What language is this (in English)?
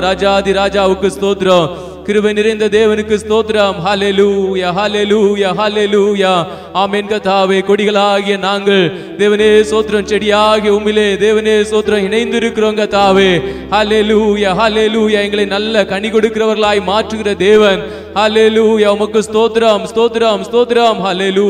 Tamil